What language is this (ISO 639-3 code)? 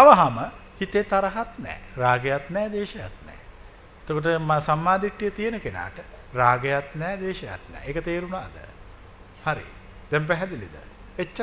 sin